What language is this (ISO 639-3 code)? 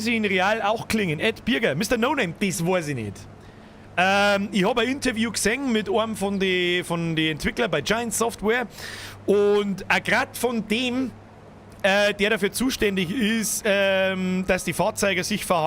bar